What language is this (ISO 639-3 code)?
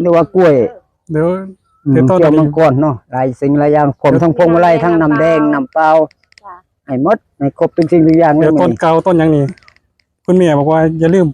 tts